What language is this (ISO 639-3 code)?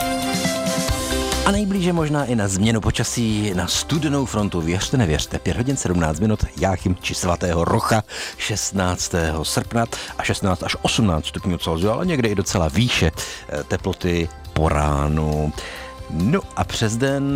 ces